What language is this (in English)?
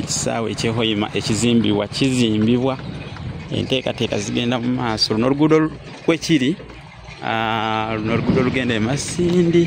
Ganda